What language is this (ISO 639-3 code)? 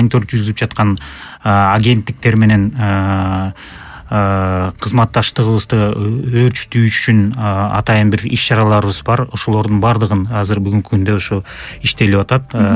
kir